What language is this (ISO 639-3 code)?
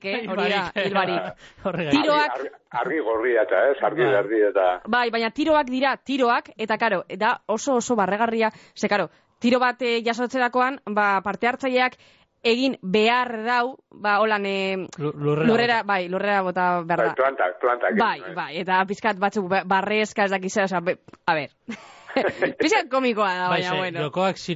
eus